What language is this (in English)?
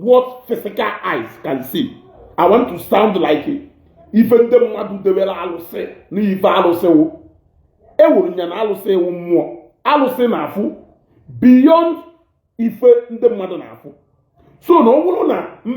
Igbo